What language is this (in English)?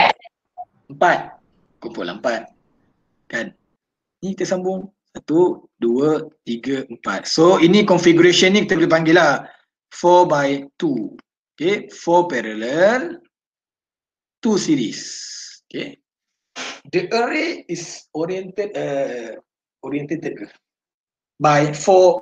Malay